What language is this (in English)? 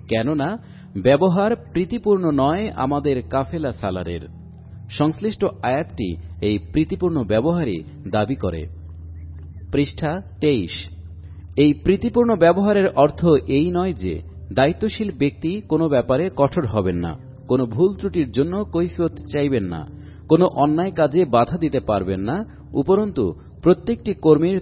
Bangla